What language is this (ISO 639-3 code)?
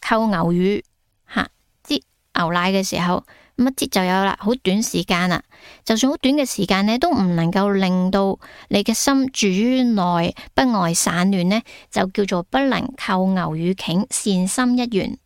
yue